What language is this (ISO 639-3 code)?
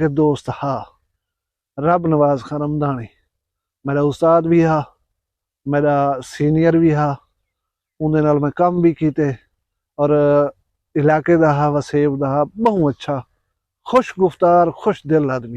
skr